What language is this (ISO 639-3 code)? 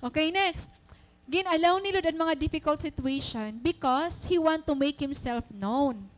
war